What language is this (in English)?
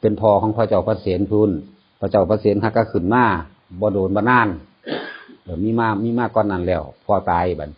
Northeastern Thai